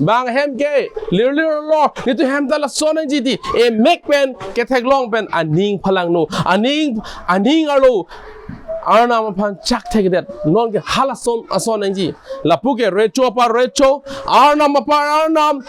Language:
Karbi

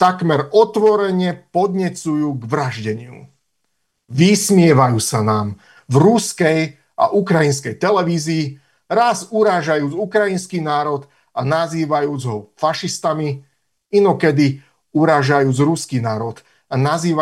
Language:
Slovak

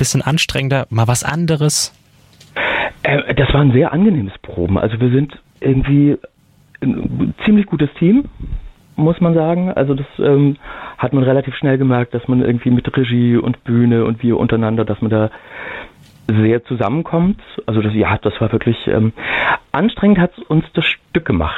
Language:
German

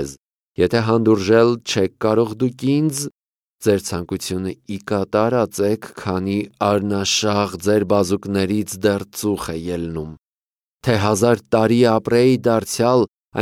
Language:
Armenian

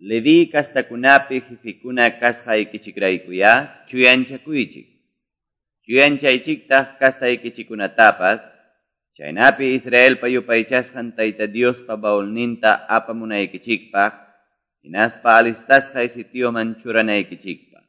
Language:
Quechua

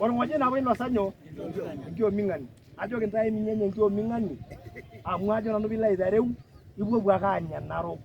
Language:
Masai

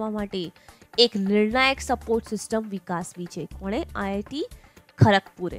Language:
Gujarati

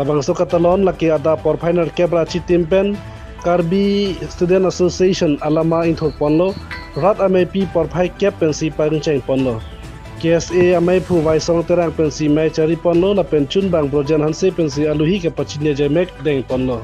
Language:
Karbi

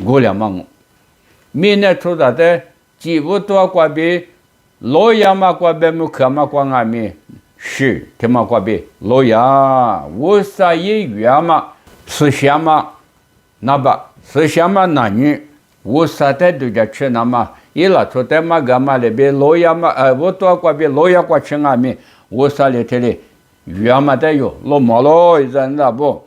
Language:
Lisu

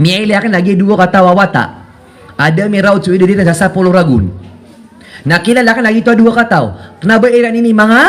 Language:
Maranao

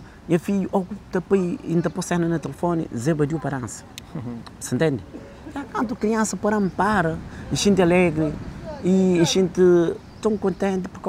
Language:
Kabuverdianu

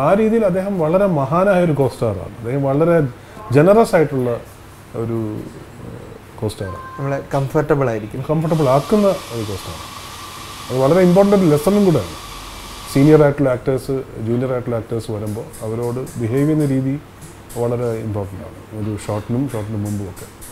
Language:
Malayalam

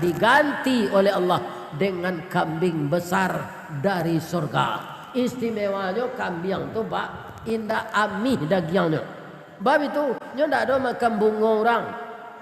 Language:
Minangkabau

